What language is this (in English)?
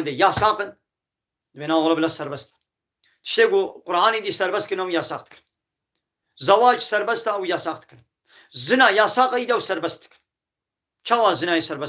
Kurdish